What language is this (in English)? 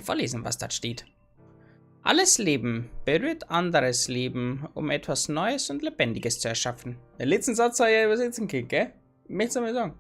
Bavarian